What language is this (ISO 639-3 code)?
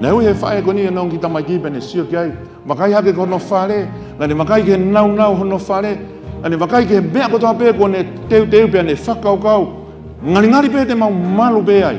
ton